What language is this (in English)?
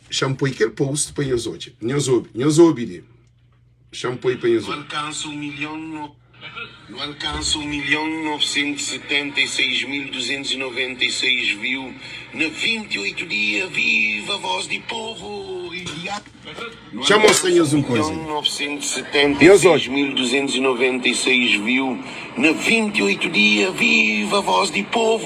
Kabuverdianu